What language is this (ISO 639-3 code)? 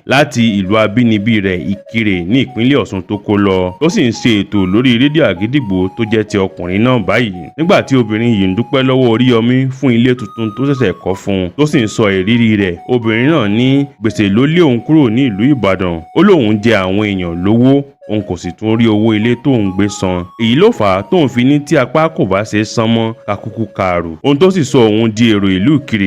yor